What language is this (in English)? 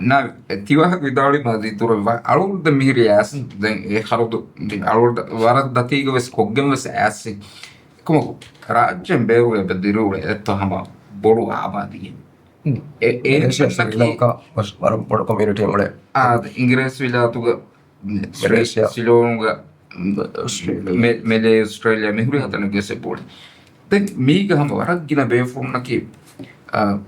Divehi